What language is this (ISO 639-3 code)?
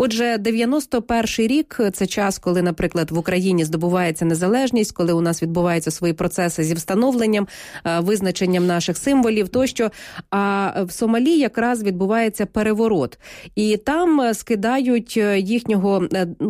ukr